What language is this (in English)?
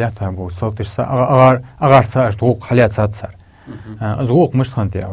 Ingush